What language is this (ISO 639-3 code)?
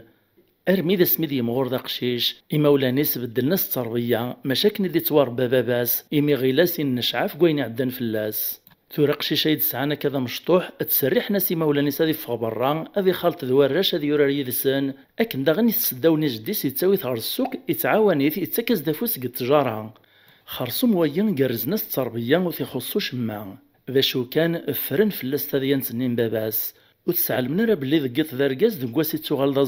kab